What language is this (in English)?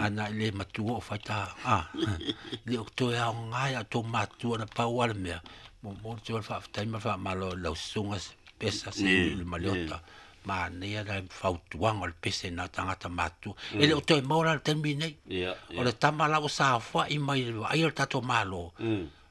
Samoan